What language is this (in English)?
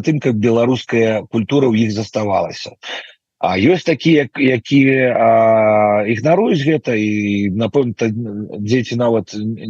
Belarusian